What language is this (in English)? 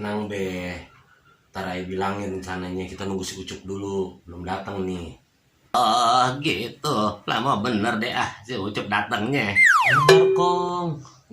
Betawi